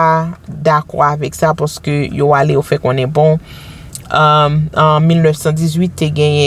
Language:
Haitian Creole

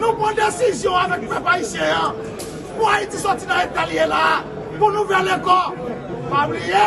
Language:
Haitian Creole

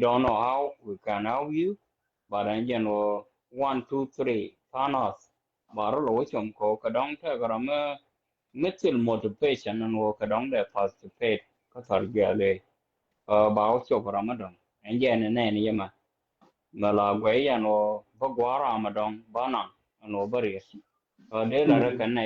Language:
Nuer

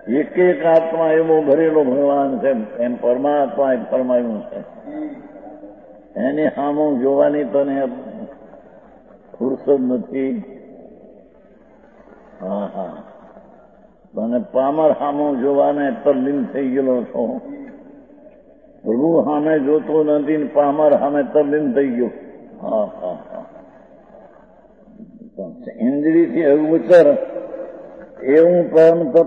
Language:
Gujarati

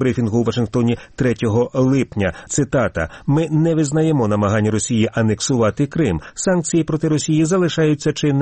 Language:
Ukrainian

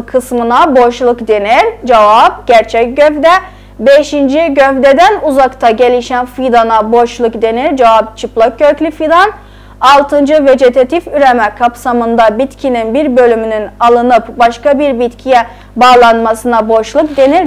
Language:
South Azerbaijani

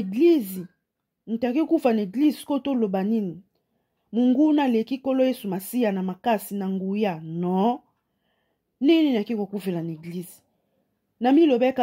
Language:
Lingala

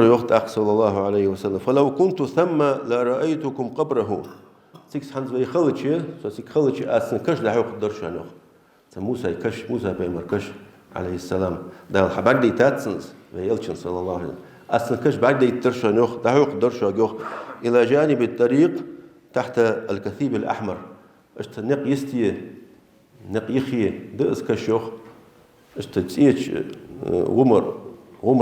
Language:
Ingush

